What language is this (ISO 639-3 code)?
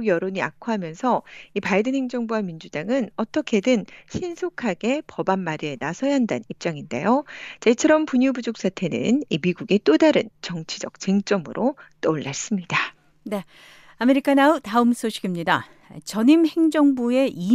kor